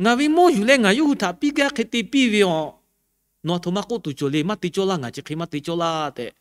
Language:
Lahu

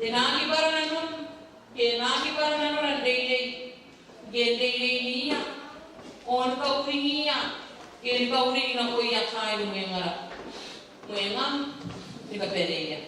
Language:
Gilbertese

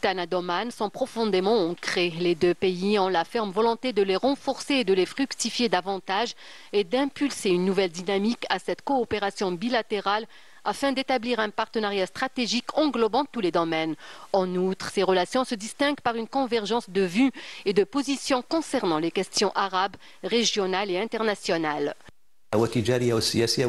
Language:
French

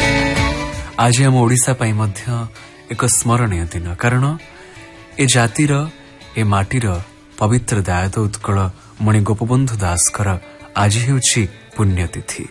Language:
Odia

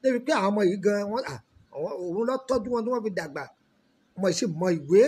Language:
Yoruba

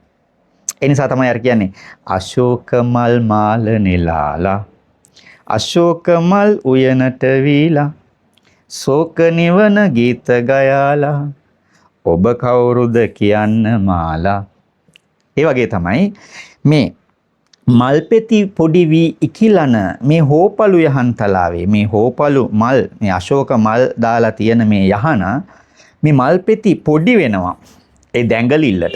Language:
Sinhala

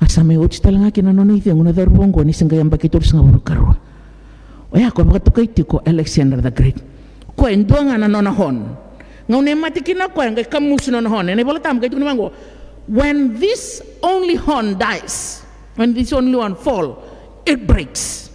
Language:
Fijian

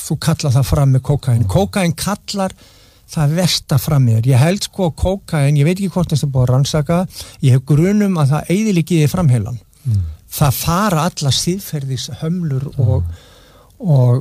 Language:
Icelandic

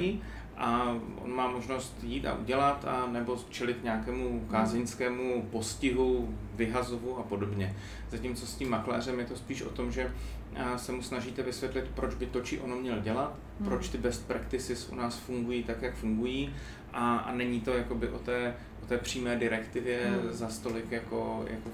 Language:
Czech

